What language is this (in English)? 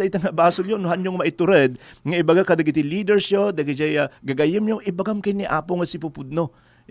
Iloko